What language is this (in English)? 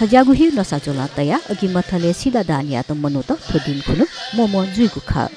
Newari